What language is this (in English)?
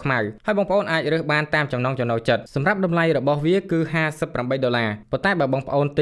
Khmer